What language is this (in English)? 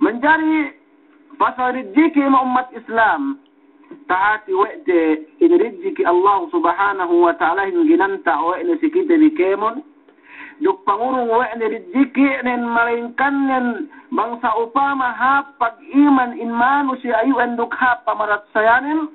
Yakan